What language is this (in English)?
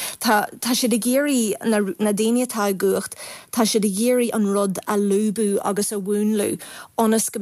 Irish